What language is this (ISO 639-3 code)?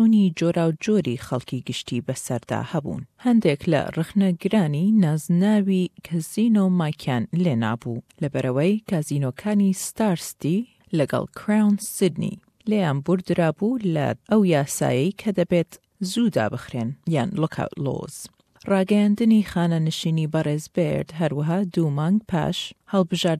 ckb